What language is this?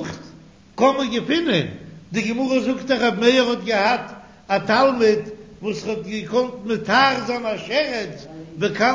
Yiddish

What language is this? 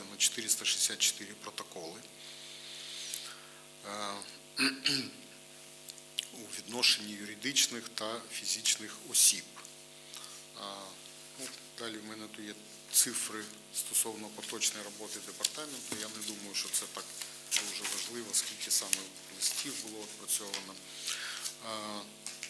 Ukrainian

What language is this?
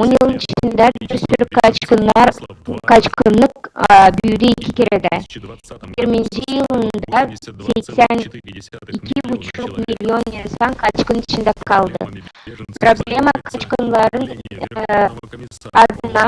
Gagauz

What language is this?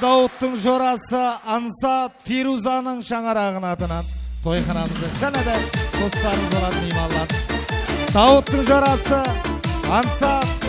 Kara-Kalpak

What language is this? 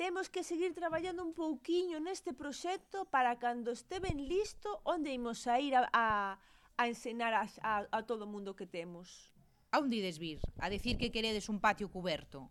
Galician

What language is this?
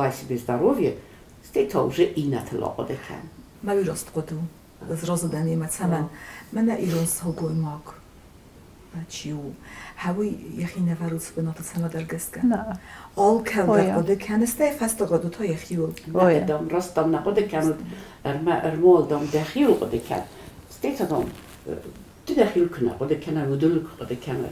Ossetic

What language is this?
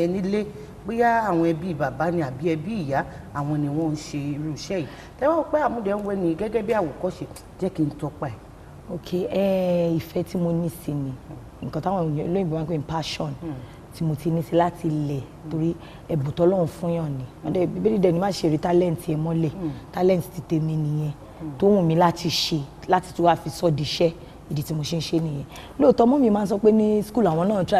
Yoruba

